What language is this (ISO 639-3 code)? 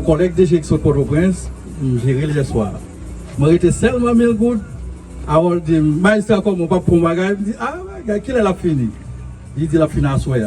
hat